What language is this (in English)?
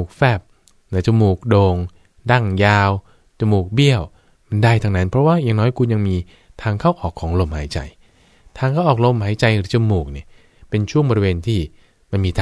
Thai